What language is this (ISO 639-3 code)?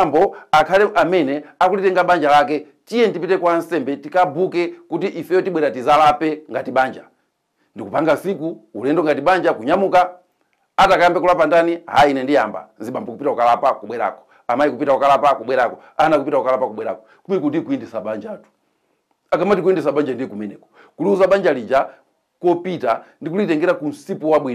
nya